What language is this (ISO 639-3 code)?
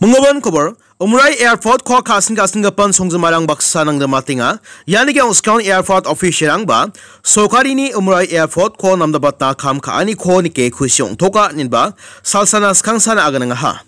grt